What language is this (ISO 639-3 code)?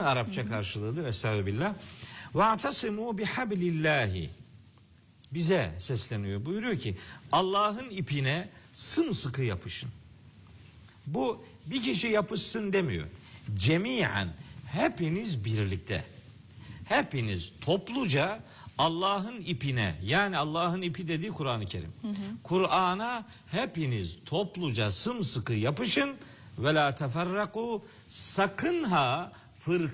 tur